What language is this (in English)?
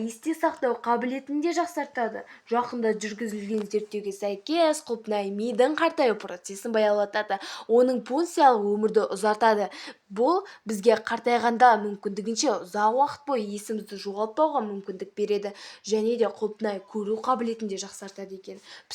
Kazakh